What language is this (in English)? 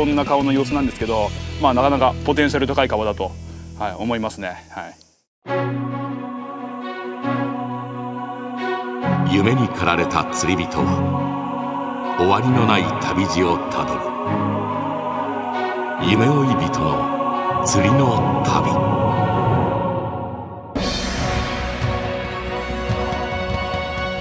Japanese